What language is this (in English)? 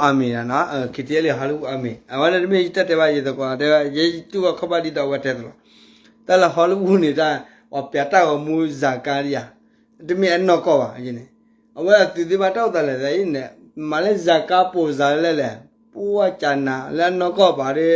S'gaw Karen